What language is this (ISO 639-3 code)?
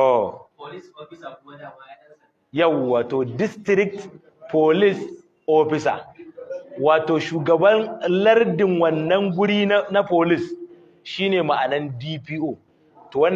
hau